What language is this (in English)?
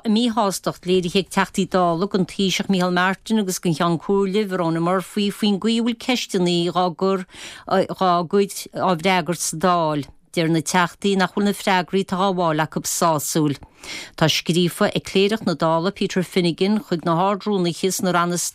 Irish